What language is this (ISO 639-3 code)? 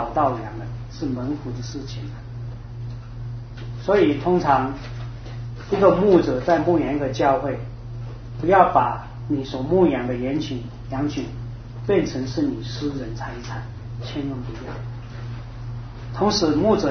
zho